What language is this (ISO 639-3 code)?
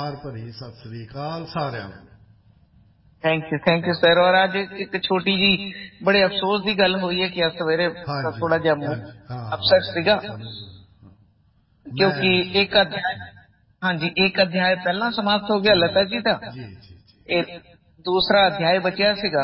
pan